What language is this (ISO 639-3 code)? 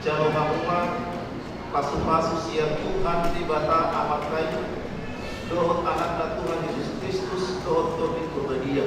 bbc